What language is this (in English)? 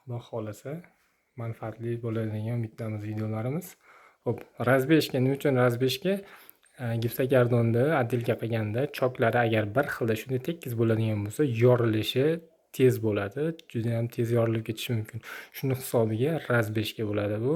Uzbek